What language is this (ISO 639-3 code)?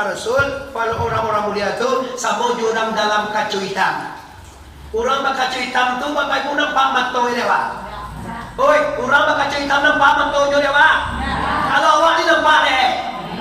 min